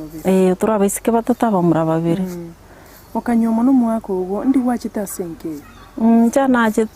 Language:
Gusii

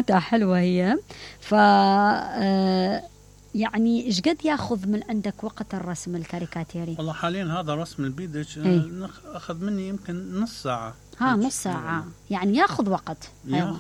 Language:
Mesopotamian Arabic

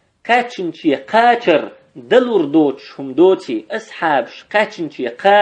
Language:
Chechen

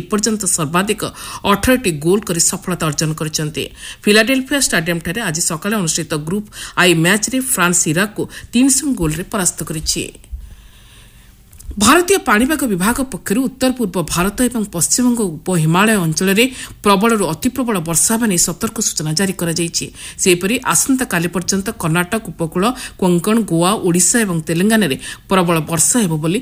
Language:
Odia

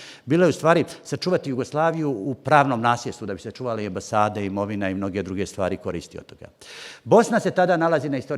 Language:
Bosnian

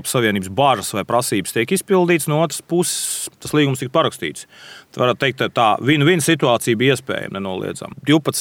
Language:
Latvian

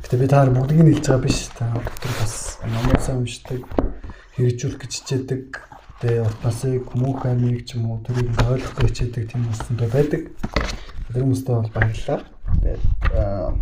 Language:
Mongolian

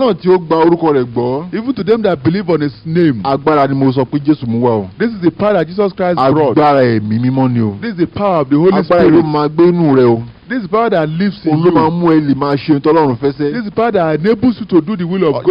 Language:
Yoruba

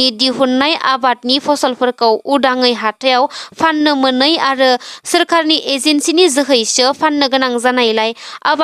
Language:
Bodo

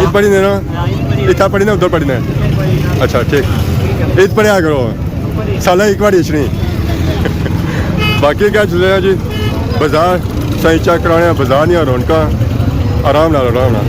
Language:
Pahari-Potwari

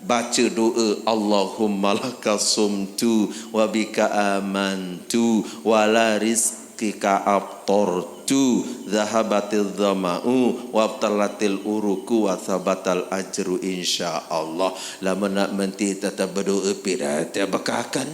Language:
Sasak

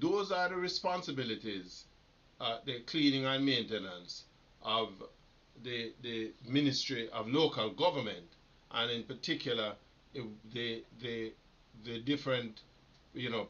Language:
Jamaican Creole English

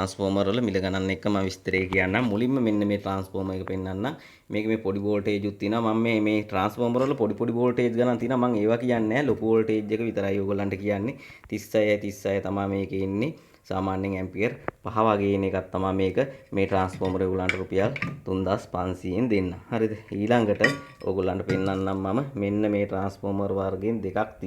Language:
Sinhala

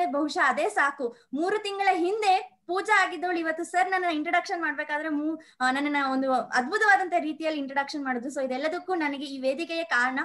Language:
Kannada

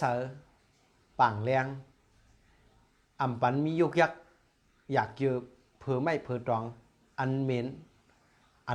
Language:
Shan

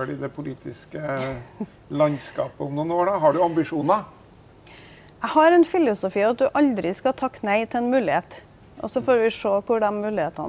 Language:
Norwegian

